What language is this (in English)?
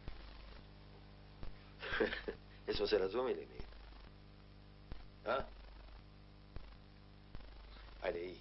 Croatian